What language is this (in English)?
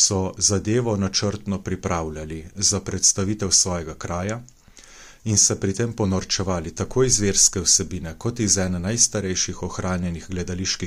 Slovenian